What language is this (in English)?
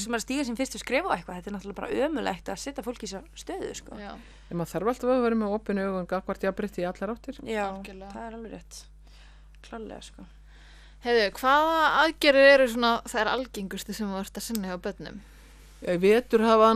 Icelandic